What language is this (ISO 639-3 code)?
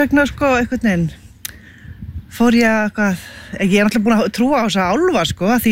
isl